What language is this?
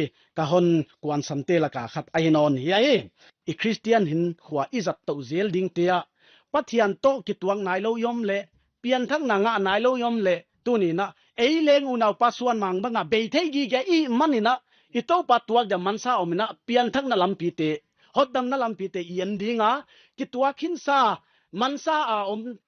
Paite Chin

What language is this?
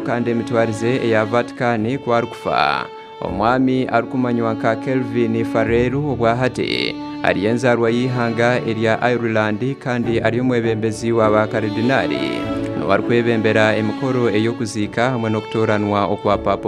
Nyankole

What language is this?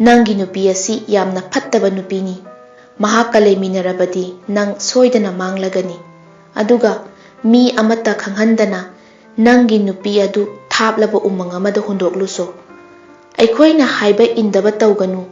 Manipuri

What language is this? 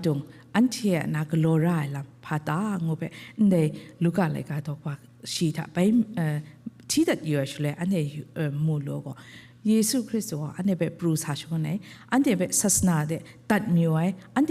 Kachin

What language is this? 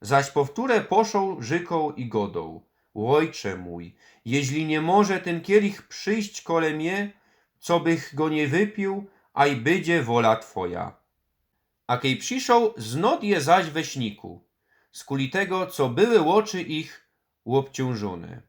Silesian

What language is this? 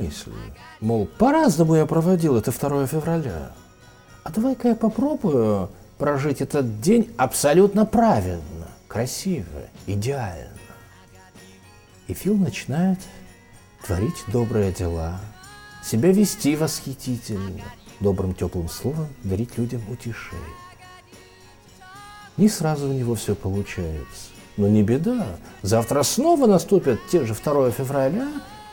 Russian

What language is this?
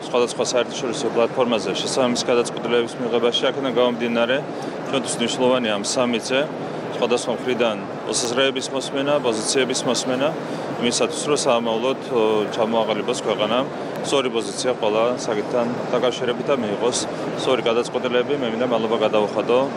Georgian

